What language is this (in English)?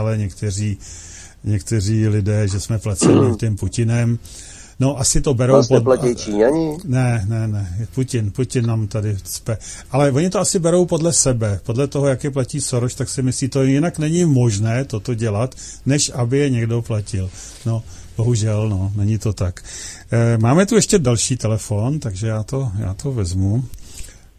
Czech